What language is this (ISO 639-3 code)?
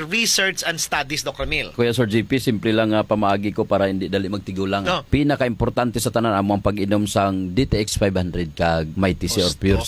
hil